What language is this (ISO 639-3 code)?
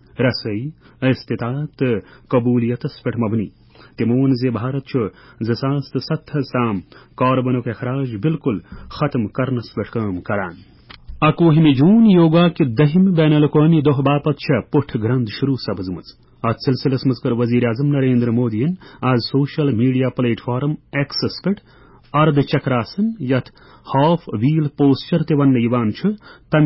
kas